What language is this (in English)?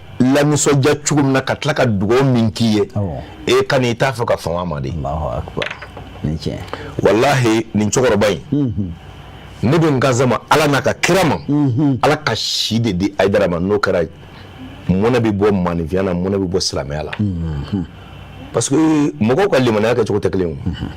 Bambara